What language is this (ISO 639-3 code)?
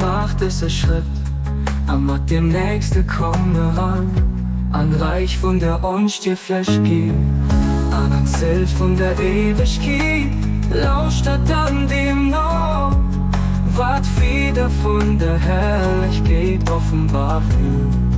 ltz